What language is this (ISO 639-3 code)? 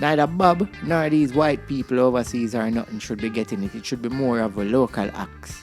jam